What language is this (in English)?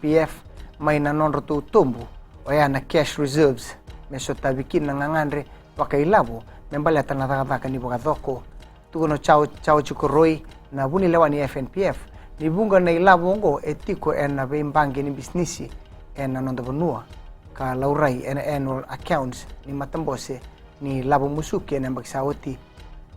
Fijian